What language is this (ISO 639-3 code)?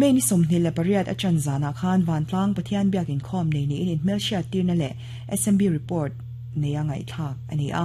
lus